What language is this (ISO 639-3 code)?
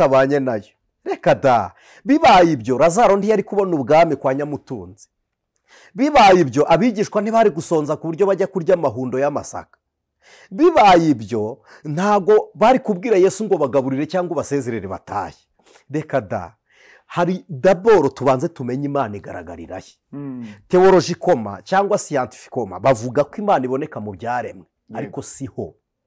kin